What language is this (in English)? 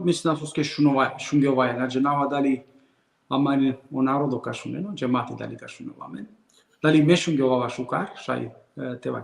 Balkan Romani